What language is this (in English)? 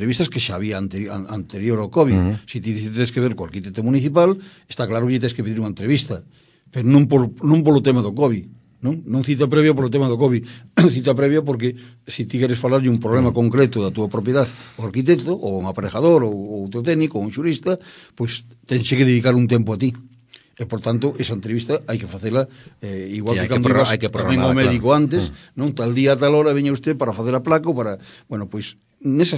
Galician